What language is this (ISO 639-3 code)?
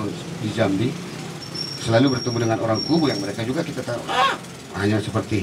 ind